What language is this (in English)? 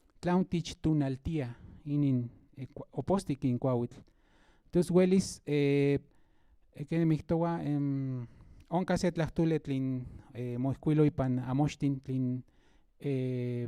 Central Nahuatl